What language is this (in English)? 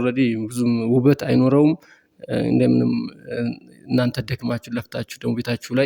Amharic